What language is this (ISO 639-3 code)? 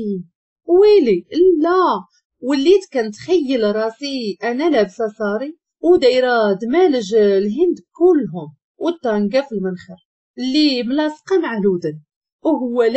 ary